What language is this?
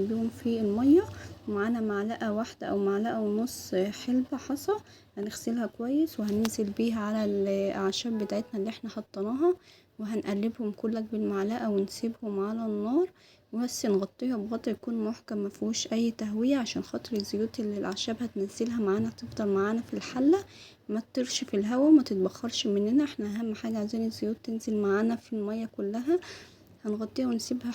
Egyptian Arabic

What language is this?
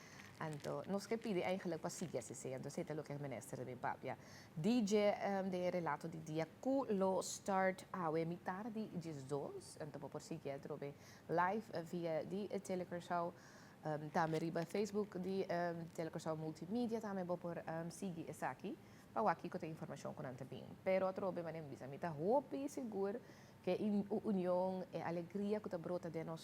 Papiamento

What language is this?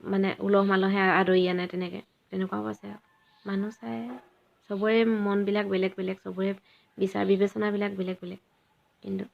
Assamese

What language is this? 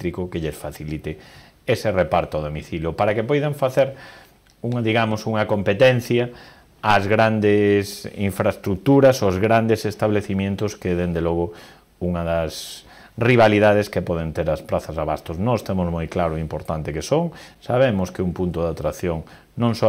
Galician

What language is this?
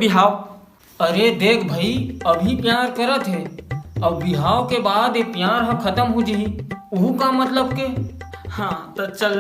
Chhattisgarhi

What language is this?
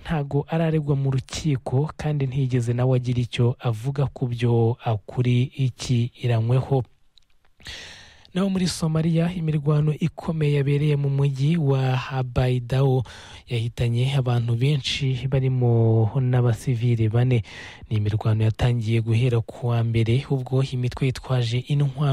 Kinyarwanda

